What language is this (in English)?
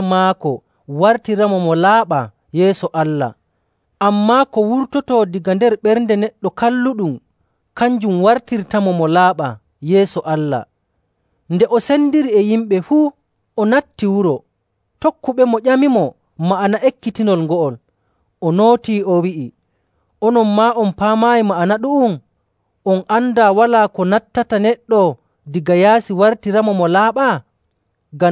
Nigerian Fulfulde